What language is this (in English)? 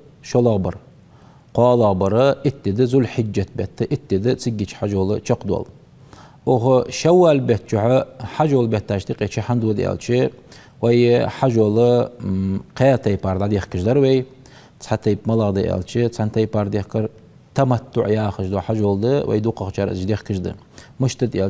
Ingush